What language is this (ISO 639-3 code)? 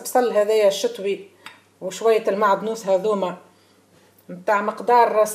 aeb